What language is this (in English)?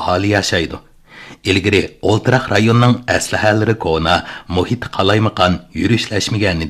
Uyghur